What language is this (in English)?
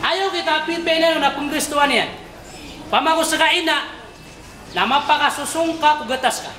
Maranao